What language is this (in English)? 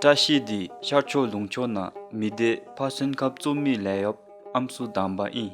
Dzongkha